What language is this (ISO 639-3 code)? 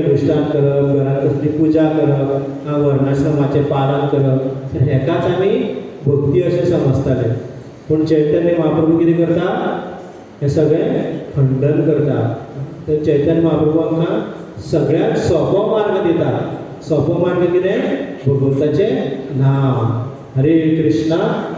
kok